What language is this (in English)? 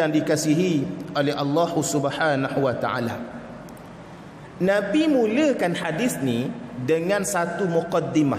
Malay